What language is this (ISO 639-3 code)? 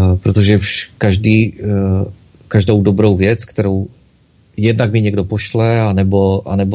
ces